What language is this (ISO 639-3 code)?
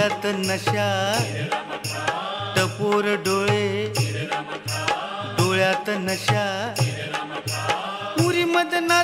mar